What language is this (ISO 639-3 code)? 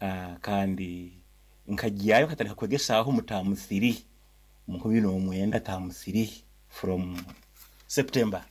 nyo